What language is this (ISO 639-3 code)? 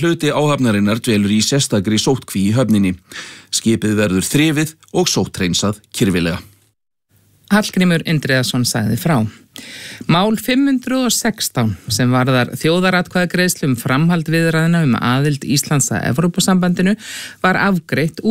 isl